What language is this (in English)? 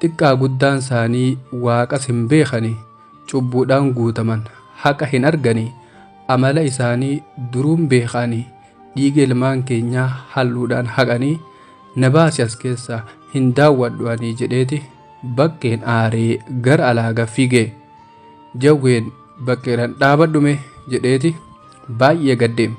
Oromo